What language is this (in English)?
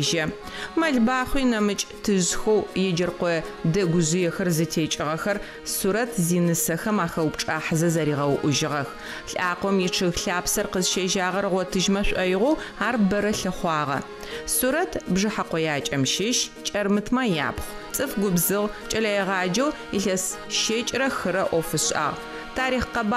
Adyghe